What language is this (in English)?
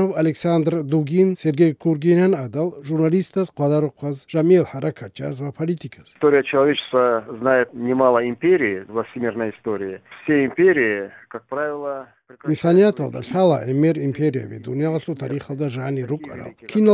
Avaric